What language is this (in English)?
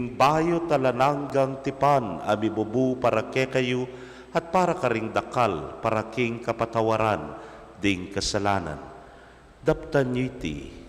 Pampanga